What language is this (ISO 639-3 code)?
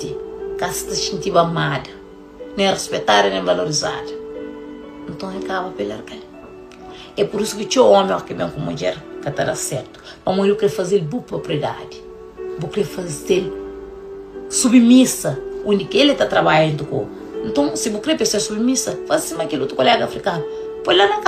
kea